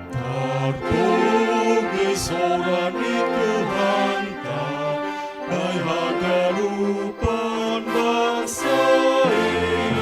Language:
Batak Simalungun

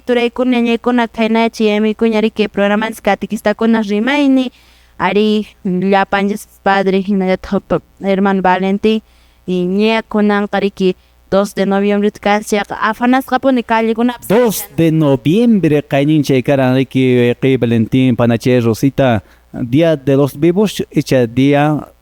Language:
Quechua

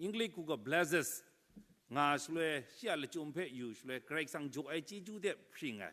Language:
Kachin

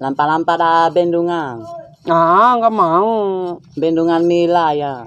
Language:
Bima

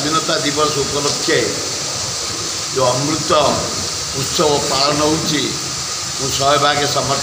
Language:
Odia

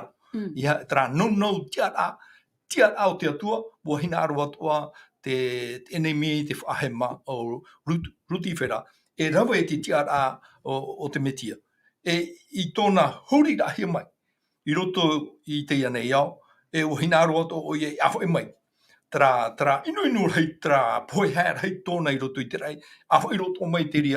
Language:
Tahitian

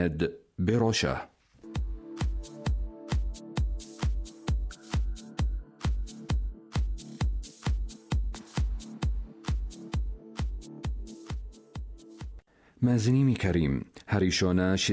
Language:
Hebrew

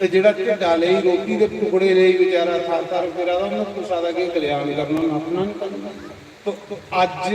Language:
Dogri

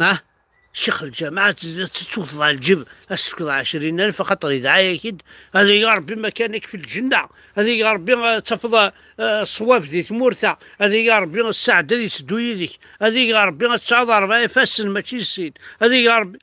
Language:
Kabyle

